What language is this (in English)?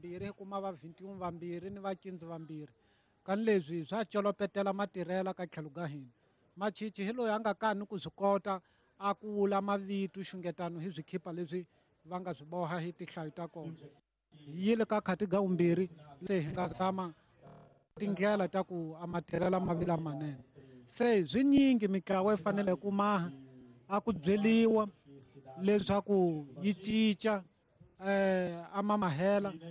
Tsonga